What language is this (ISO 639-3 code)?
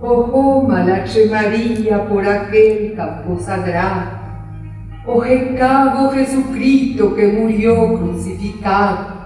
grn